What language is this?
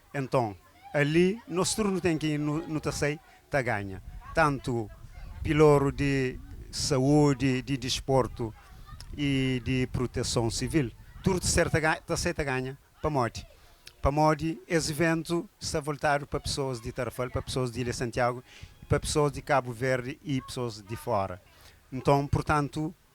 Kabuverdianu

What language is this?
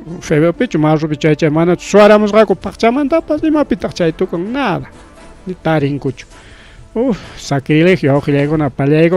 Ayacucho Quechua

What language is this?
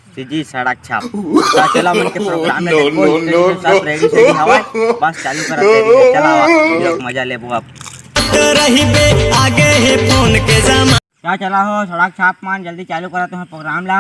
Chhattisgarhi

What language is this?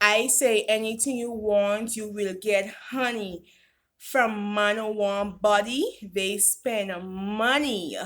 Jamaican Creole English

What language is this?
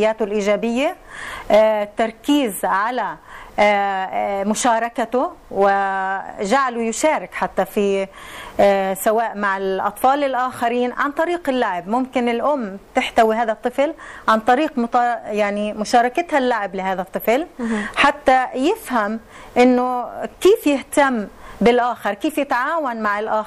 Arabic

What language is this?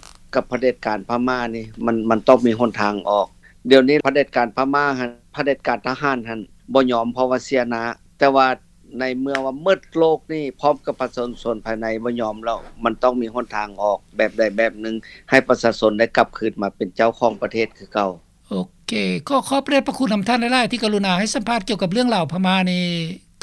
Lao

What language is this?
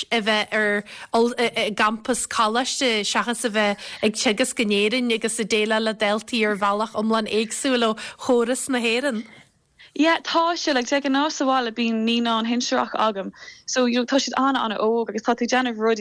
Irish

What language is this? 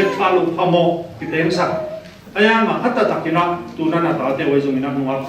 Tedim Chin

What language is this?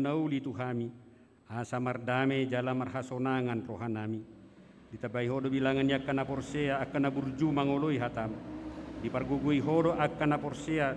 Batak Toba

